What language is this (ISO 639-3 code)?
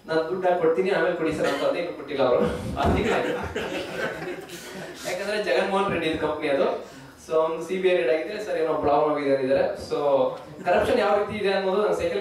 kan